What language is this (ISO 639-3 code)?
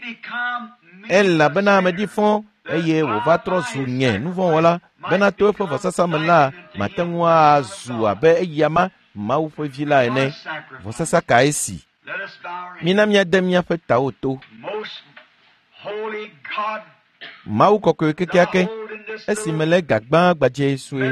ewe